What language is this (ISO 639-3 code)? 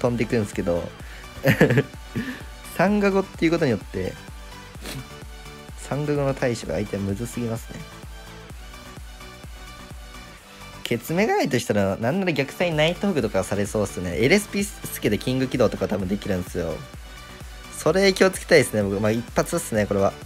jpn